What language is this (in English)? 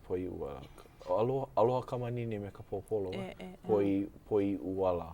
Hawaiian